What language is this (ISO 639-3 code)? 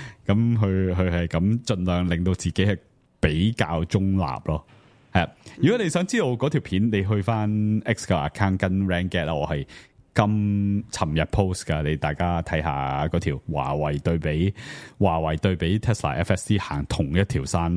yue